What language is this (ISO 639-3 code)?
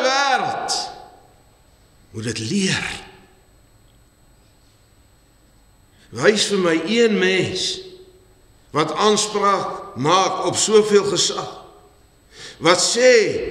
afr